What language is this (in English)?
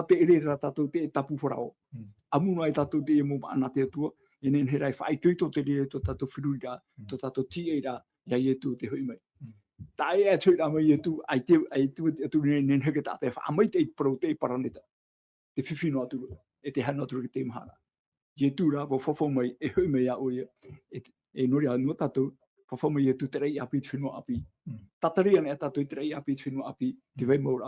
Tahitian